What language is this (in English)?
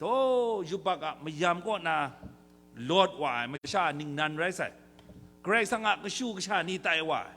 Kachin